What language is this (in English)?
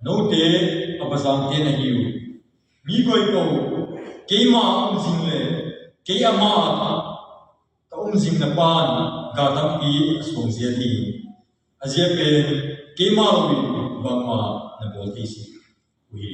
Tedim Chin